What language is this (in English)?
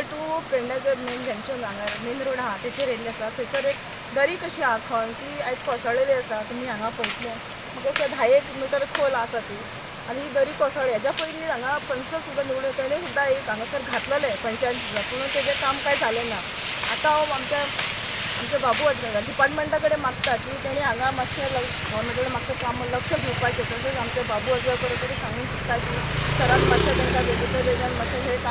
Konkani